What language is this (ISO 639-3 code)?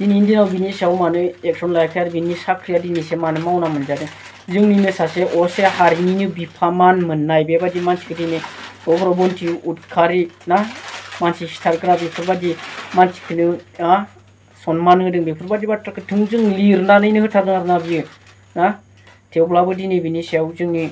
brx